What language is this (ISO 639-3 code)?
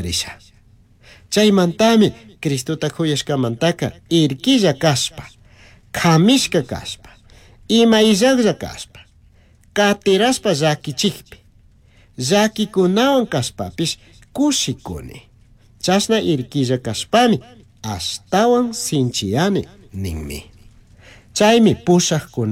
qug